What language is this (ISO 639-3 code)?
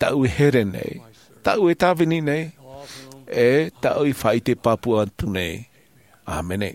tah